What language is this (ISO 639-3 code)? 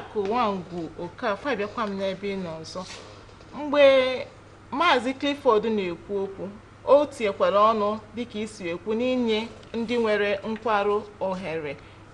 ibo